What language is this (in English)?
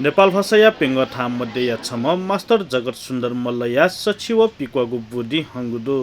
Newari